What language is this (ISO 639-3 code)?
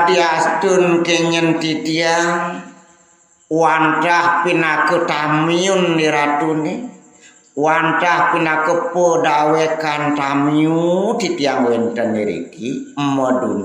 ban